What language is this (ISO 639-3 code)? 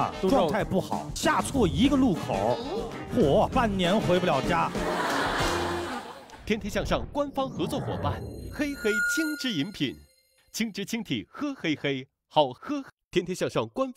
zho